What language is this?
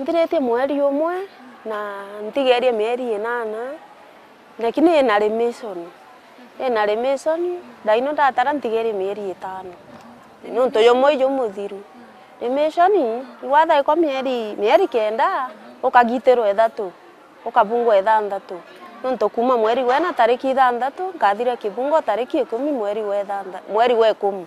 Meru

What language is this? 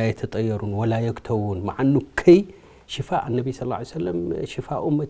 Tigrinya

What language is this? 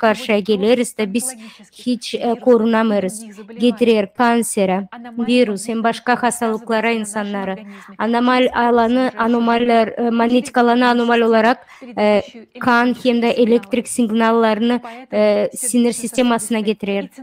Gagauz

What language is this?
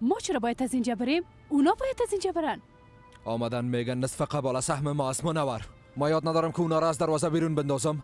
Persian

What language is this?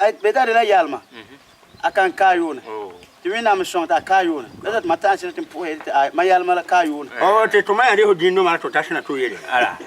Frafra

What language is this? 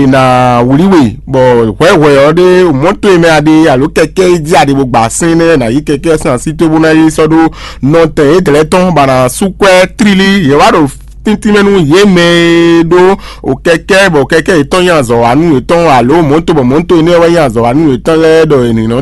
Fon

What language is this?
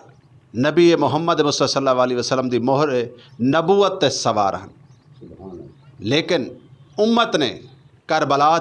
Western Panjabi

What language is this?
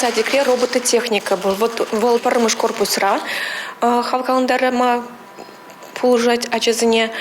Chuvash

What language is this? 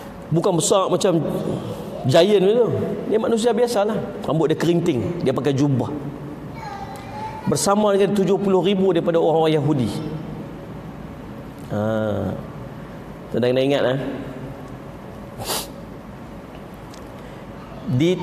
Malay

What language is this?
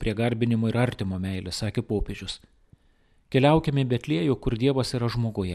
Lithuanian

